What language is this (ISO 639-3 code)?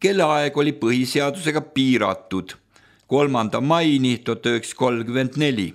est